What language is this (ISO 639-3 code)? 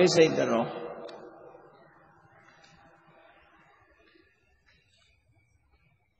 mya